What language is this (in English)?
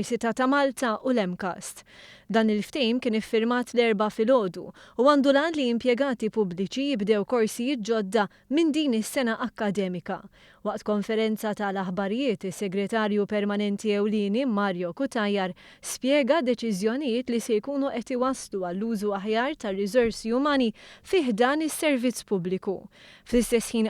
Maltese